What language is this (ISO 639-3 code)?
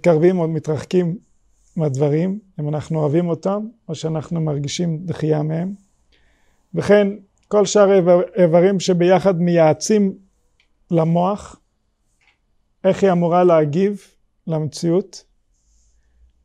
heb